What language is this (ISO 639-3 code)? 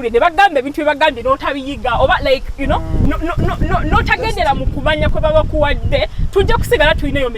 lug